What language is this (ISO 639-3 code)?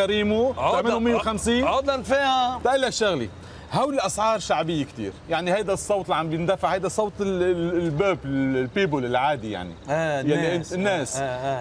apc